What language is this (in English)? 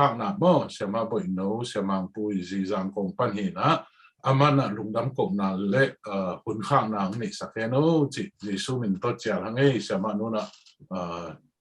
Tedim Chin